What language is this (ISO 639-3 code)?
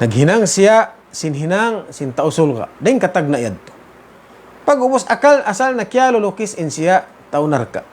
tsg